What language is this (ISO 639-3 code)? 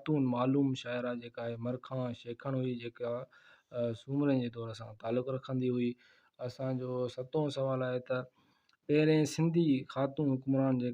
snd